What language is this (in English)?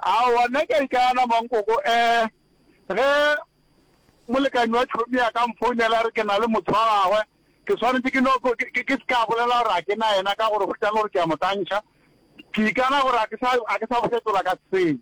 Northern Sotho